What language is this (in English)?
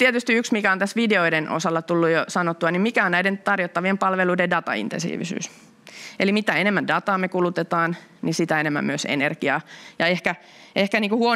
Finnish